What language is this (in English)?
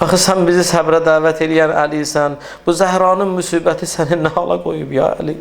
Azerbaijani